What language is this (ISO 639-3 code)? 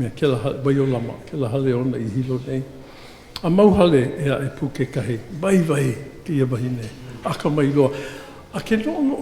haw